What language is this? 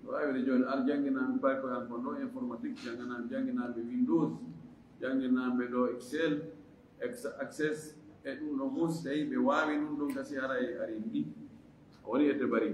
Fula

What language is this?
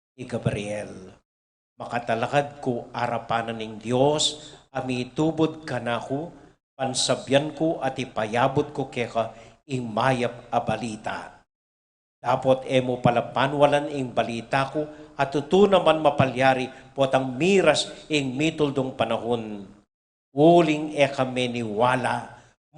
Pampanga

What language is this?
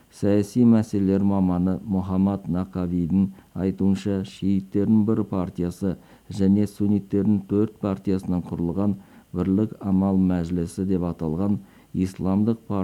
Kazakh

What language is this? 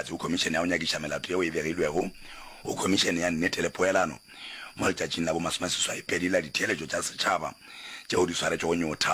Northern Sotho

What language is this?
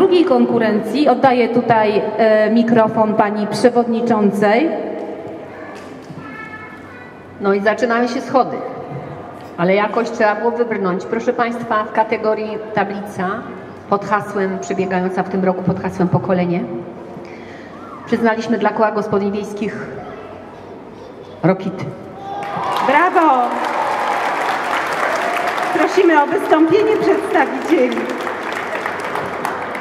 Polish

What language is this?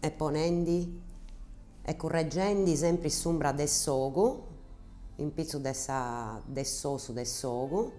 Sardinian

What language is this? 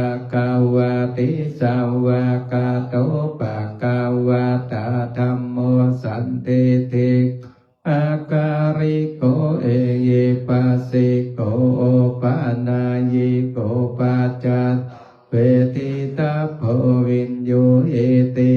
Pali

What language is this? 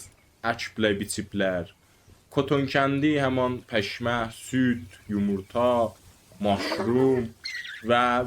South Azerbaijani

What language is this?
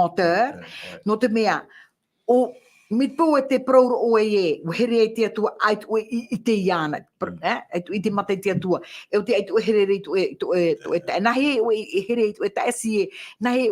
Tahitian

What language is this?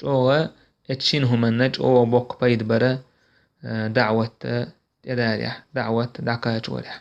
Chechen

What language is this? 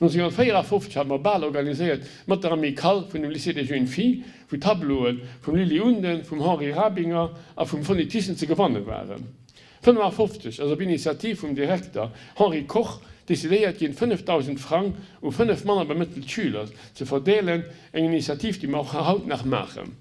Luxembourgish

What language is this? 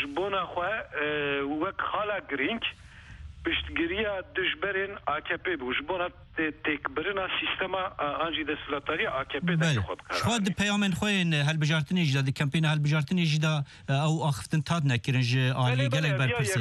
Kurdish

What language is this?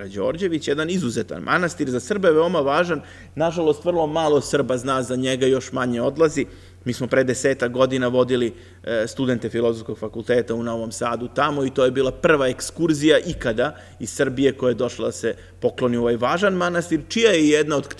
Serbian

